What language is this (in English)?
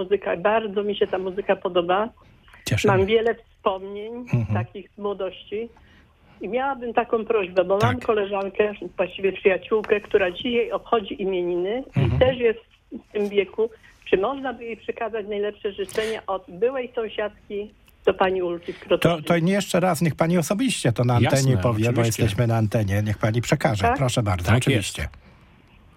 Polish